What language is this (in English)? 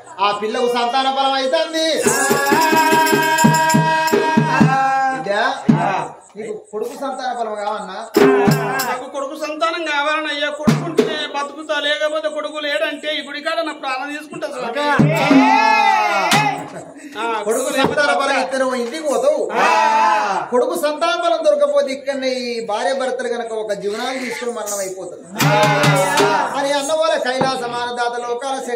Telugu